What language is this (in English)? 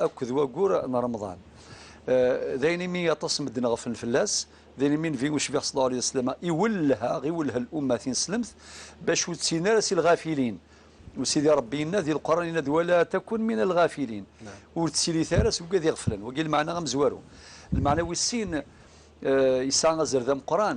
Kabyle